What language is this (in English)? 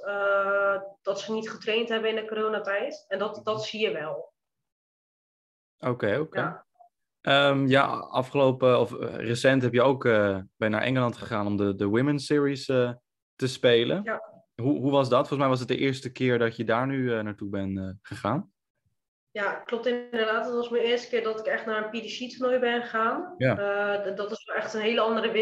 Dutch